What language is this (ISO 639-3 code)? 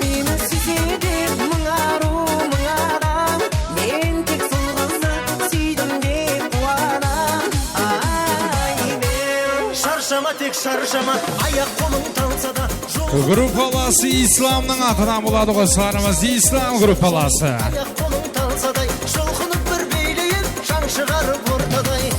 kaa